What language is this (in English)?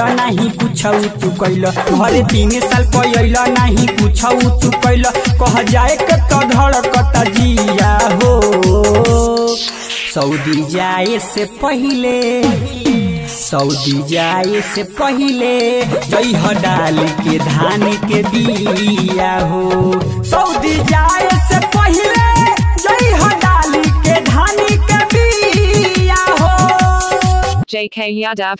Bhojpuri